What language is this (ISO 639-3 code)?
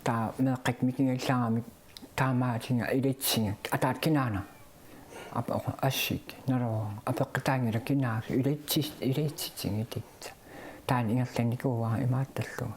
kal